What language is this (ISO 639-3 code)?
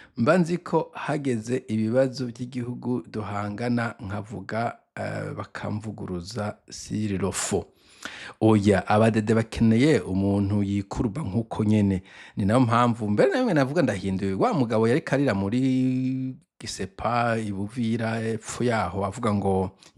run